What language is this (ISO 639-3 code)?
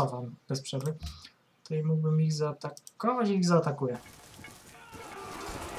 pol